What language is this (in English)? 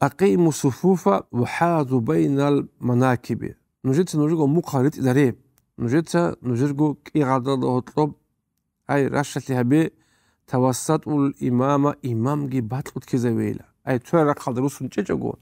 Avaric